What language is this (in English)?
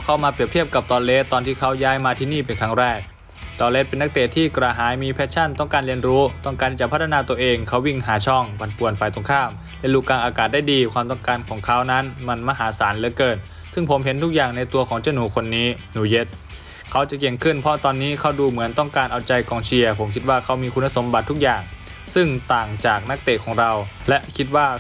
Thai